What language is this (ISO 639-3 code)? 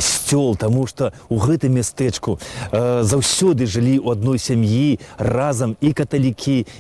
bel